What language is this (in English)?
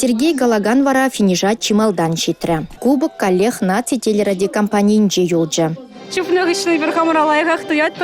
Chuvash